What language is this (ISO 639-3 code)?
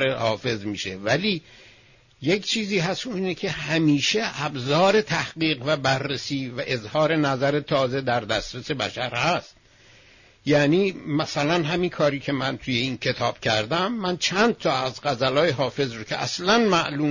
fas